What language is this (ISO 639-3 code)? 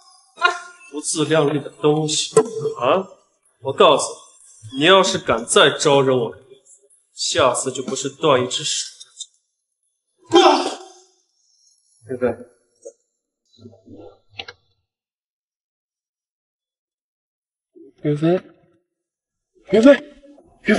zho